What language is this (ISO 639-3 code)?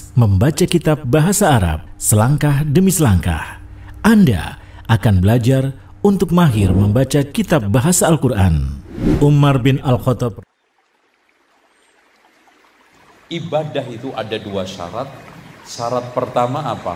ind